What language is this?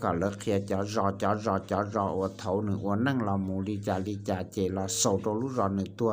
Hmong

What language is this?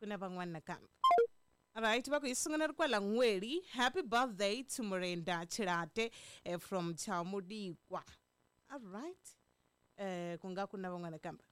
Tsonga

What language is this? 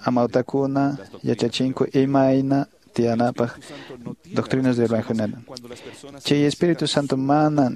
Quechua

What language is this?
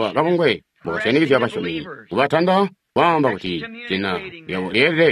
Tonga (Zambia)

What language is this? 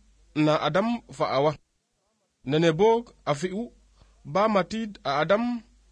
Serer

